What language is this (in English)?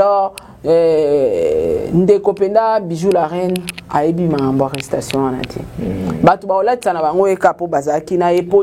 Lingala